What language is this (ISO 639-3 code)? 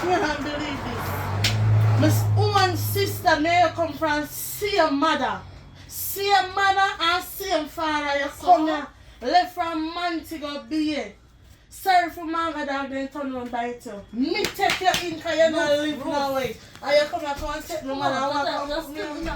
jam